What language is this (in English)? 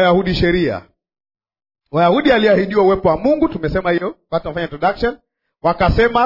Swahili